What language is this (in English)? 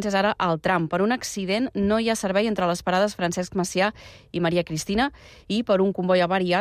Catalan